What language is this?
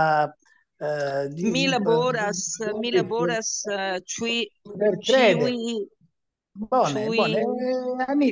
Esperanto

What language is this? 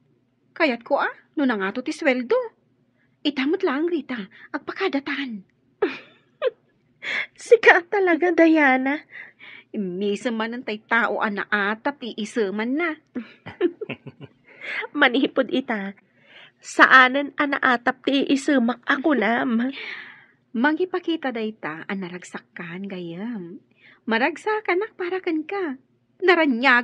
Iloko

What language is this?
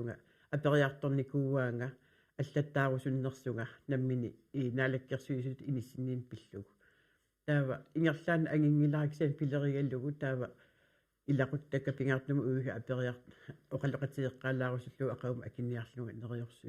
Kalaallisut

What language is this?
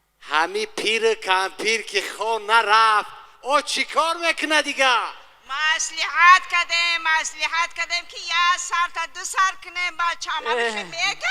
Tajik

